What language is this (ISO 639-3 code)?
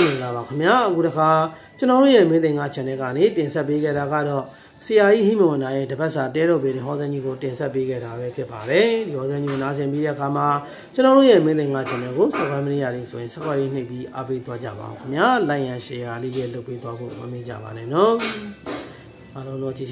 mya